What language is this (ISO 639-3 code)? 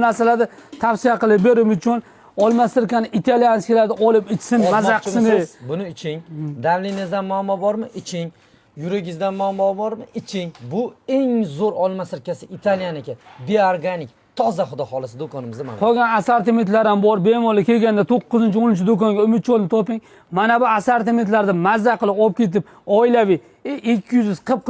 uzb